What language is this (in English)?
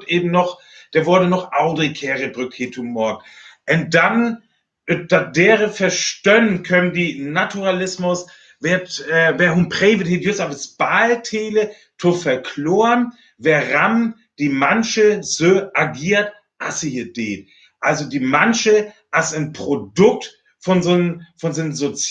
Northern Frisian